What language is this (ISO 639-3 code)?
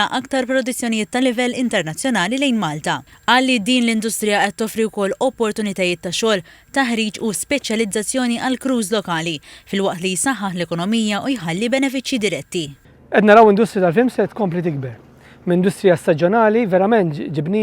mlt